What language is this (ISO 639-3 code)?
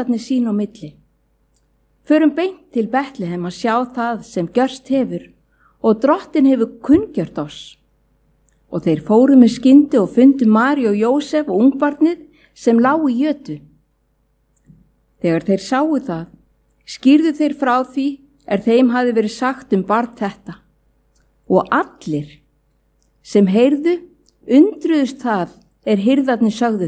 isl